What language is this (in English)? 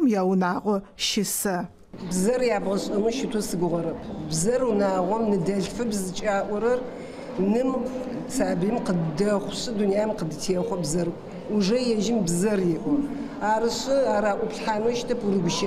Adyghe